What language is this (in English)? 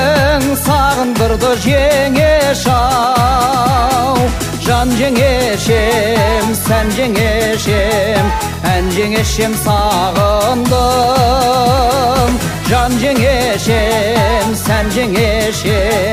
Kazakh